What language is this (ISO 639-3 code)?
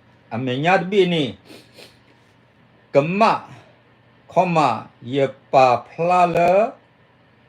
ksw